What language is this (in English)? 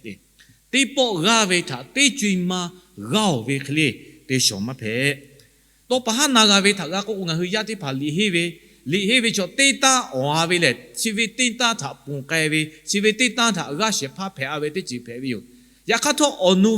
Lahu